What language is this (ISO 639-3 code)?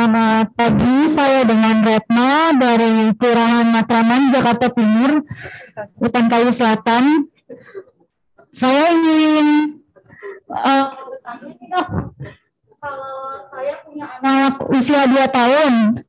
ind